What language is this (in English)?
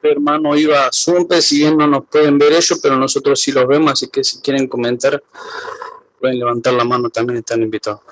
Guarani